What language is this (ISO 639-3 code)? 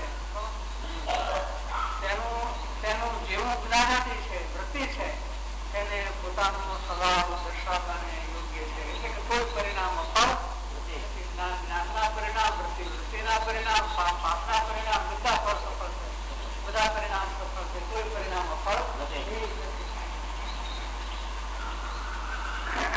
guj